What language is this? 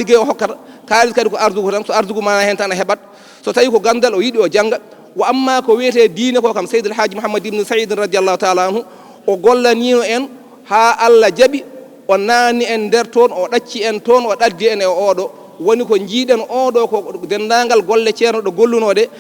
Fula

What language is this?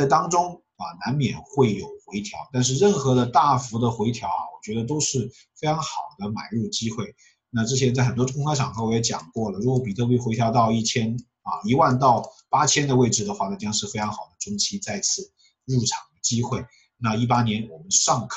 Chinese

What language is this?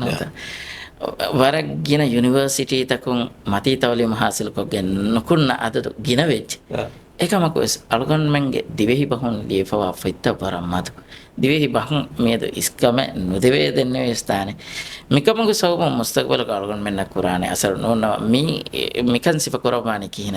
Divehi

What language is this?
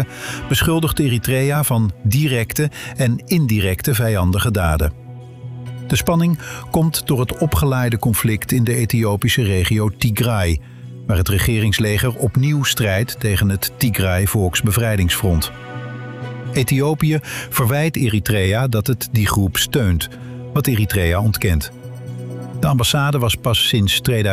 Dutch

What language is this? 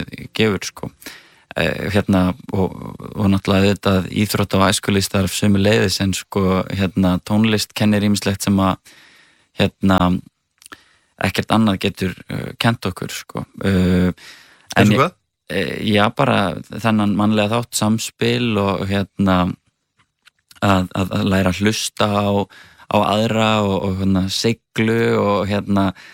Icelandic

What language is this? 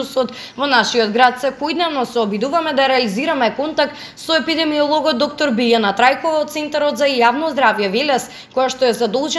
Macedonian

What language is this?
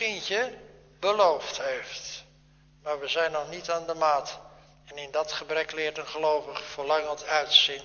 Dutch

